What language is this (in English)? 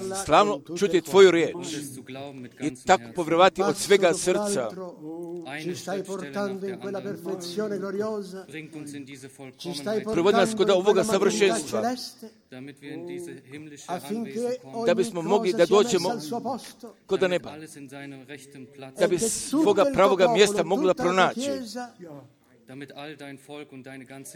Croatian